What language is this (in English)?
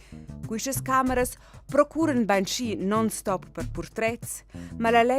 Romansh